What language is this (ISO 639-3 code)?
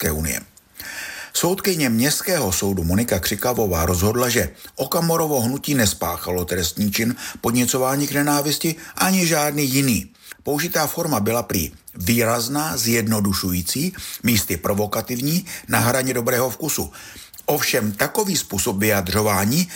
ces